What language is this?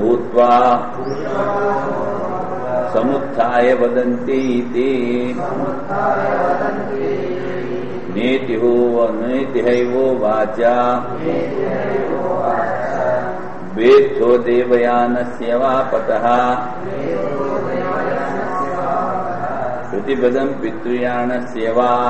Telugu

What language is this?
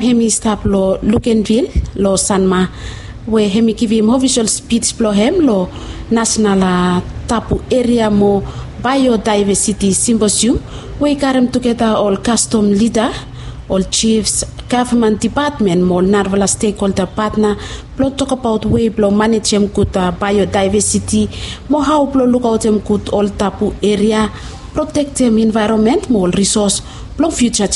Bislama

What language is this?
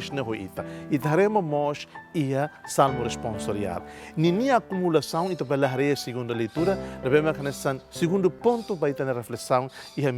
Tetum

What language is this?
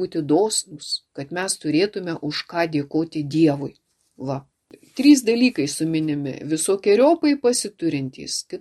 Lithuanian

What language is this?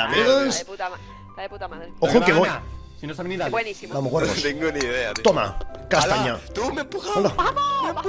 Spanish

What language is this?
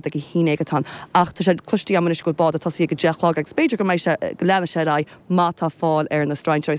Irish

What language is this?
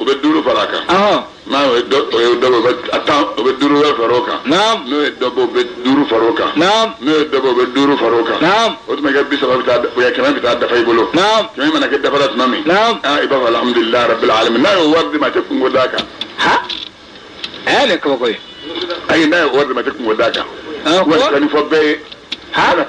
Bambara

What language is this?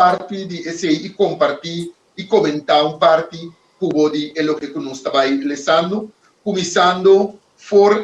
Papiamento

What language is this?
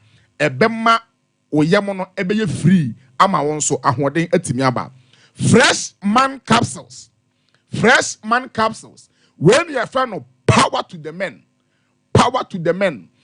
Akan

